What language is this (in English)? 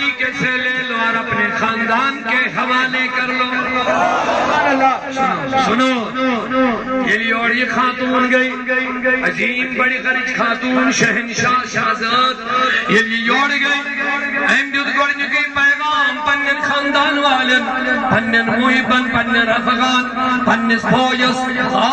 Kashmiri